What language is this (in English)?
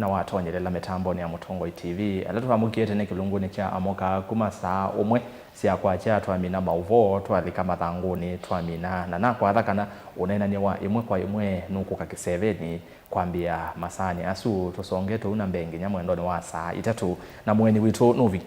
Kamba